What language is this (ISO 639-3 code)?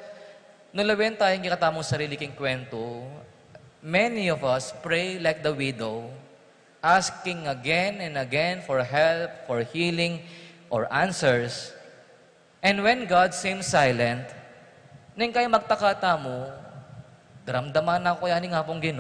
pam